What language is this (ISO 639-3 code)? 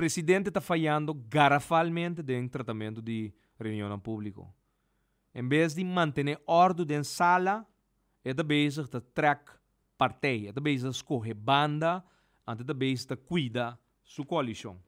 pap